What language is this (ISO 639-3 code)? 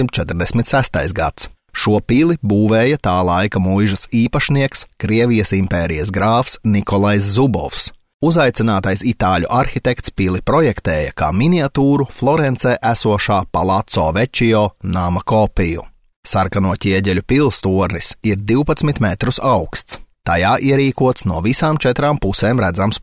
lav